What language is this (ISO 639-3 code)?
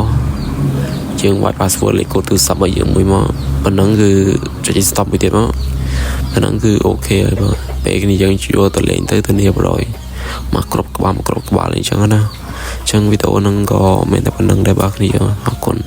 khm